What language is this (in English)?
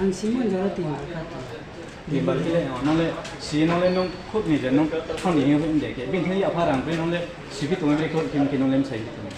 Riang (India)